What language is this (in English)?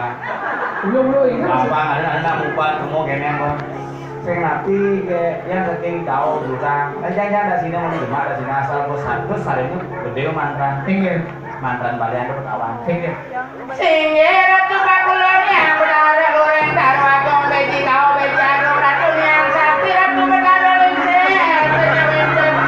Balinese